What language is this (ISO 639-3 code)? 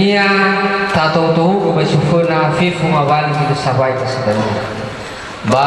nia